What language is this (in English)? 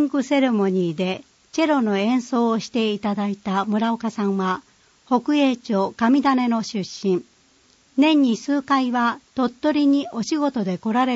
Japanese